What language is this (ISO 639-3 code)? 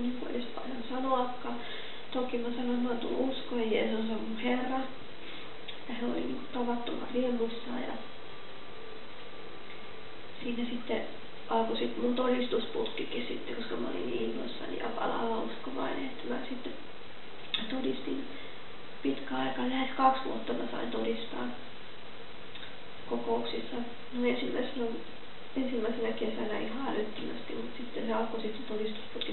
fin